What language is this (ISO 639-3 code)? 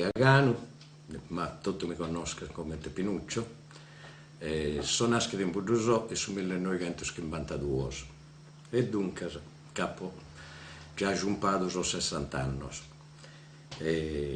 srd